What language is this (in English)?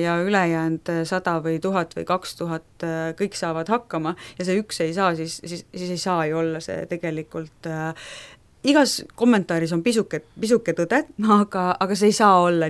Estonian